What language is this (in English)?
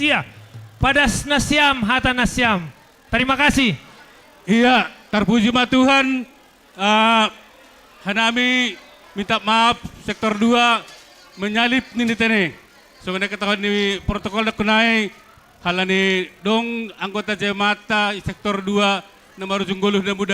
Batak Simalungun